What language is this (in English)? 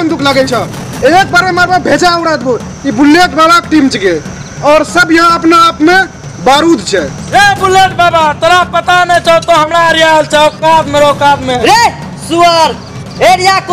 Maithili